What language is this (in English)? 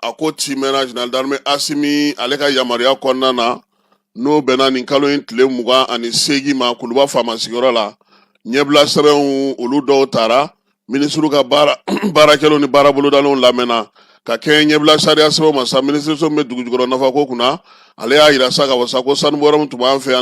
Bambara